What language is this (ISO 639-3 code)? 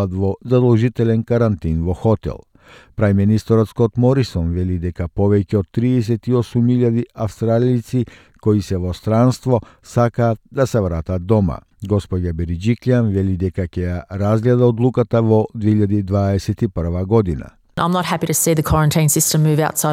mkd